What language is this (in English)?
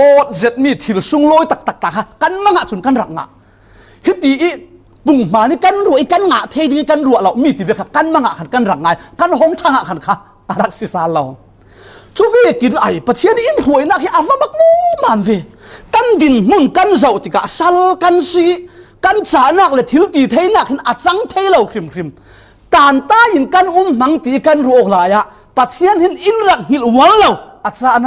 Falam Chin